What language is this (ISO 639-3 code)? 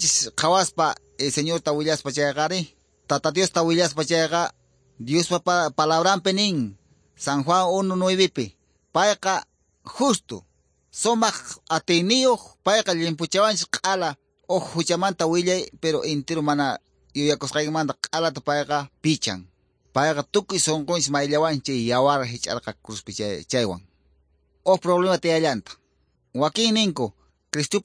que